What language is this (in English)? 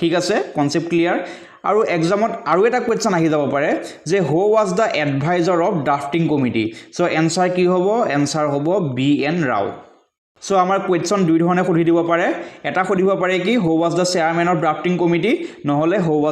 Assamese